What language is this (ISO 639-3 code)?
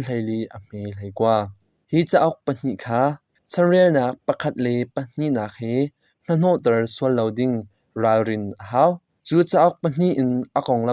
cnh